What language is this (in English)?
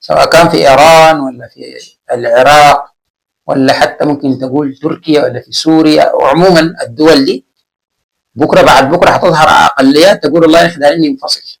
Sudanese Arabic